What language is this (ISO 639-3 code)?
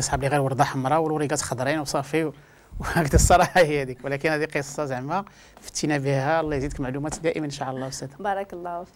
ary